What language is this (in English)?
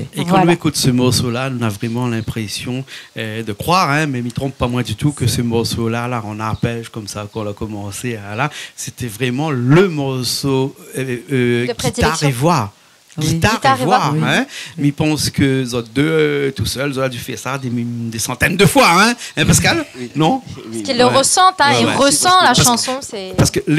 Réunion Creole French